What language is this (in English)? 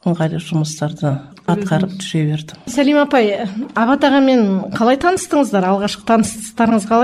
Kazakh